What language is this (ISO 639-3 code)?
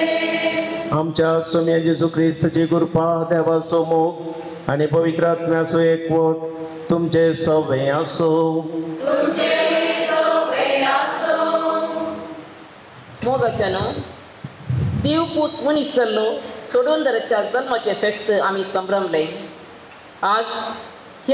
kok